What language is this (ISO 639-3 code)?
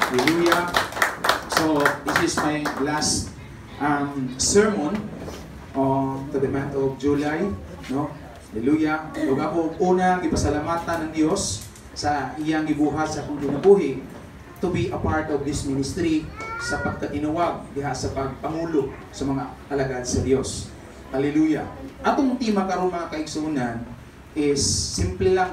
ceb